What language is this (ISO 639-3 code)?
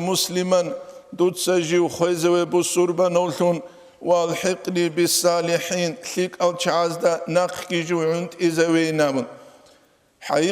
ava